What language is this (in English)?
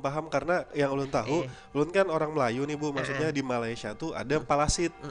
Banjar